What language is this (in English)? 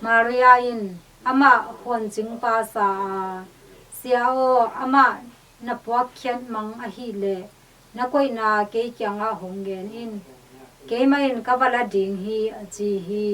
Tedim Chin